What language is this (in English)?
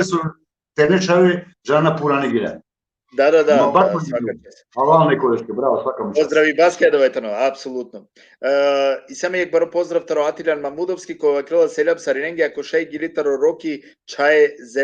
Balkan Romani